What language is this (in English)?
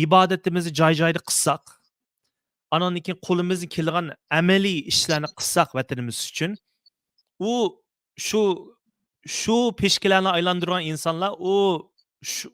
Uyghur